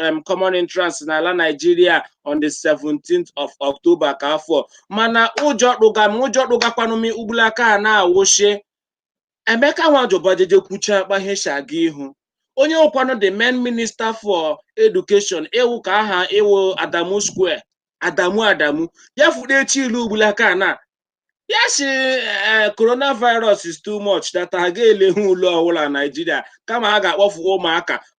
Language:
Igbo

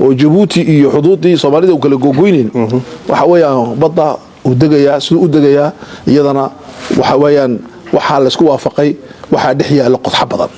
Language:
Somali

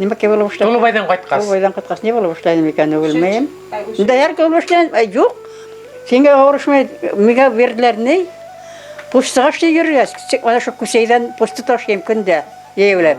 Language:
Bashkir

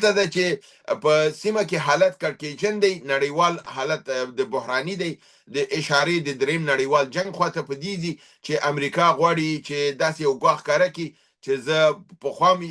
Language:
Pashto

